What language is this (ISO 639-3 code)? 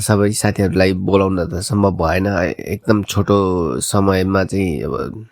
nep